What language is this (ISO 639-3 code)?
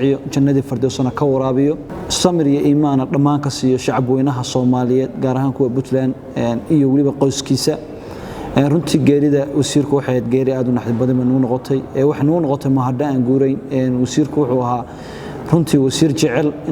som